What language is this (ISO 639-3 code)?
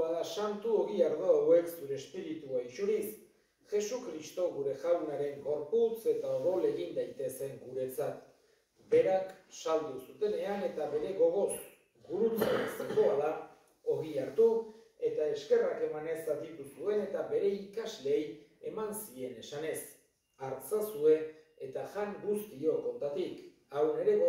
eus